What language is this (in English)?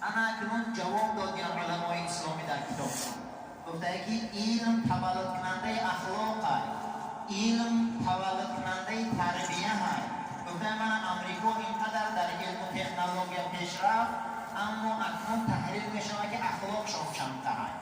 Tajik